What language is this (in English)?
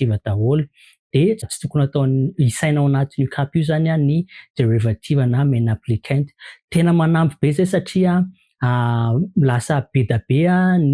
Malagasy